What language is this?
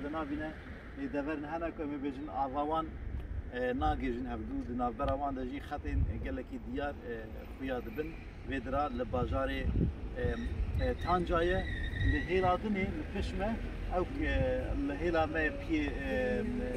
Kurdish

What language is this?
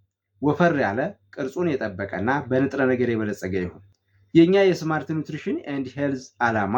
Amharic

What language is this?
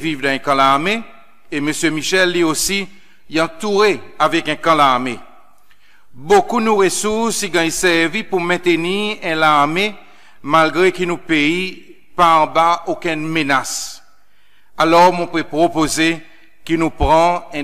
Seselwa Creole French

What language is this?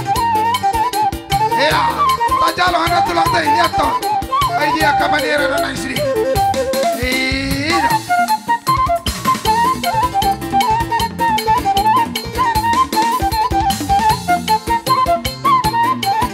Batak Toba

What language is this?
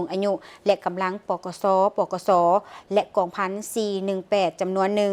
Lao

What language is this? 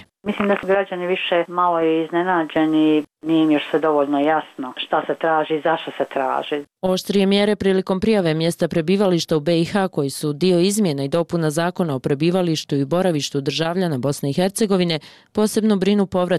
Bosnian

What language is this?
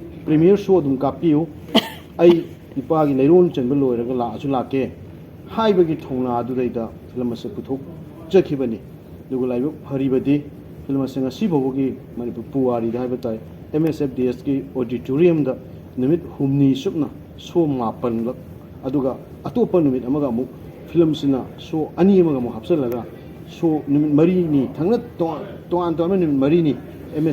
Manipuri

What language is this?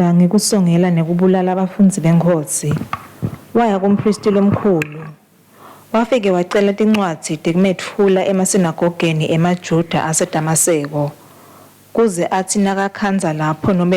Swati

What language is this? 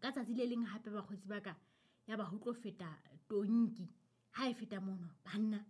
Southern Sotho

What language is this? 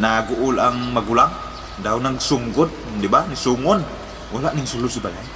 Cebuano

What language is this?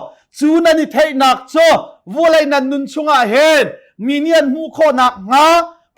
Hakha Chin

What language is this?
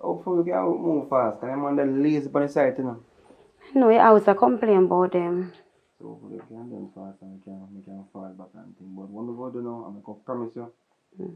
Jamaican Creole English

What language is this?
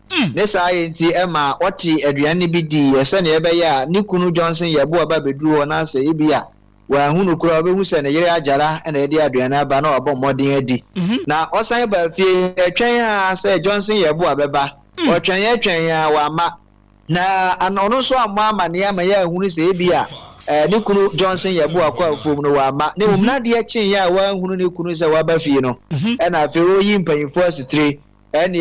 Akan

